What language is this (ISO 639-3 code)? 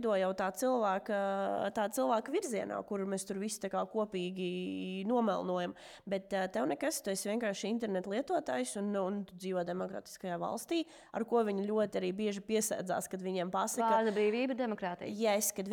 lav